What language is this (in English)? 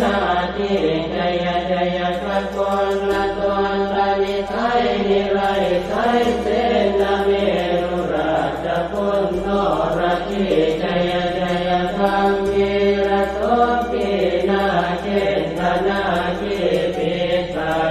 Pali